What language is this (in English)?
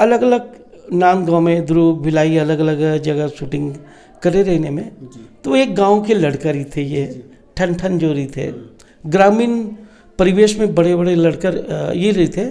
Chhattisgarhi